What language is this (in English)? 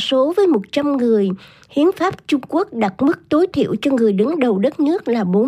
Vietnamese